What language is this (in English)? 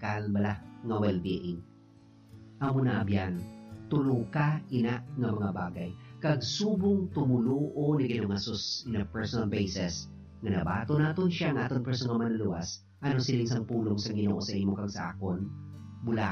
Hiligaynon